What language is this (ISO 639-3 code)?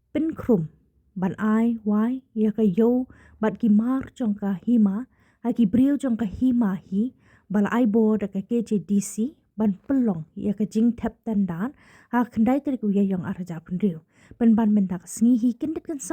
kha